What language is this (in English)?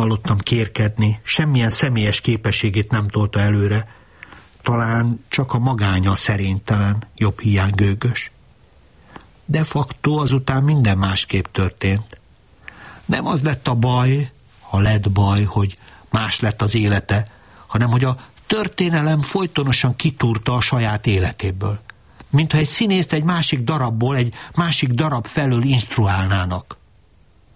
Hungarian